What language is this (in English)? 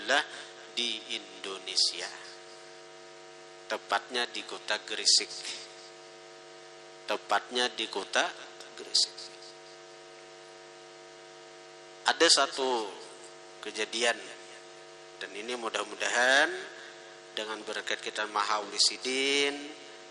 Banjar